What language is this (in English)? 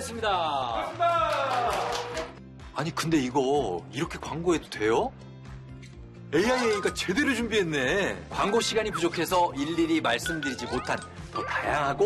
Korean